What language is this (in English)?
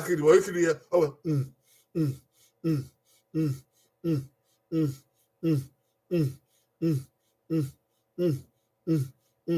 Bini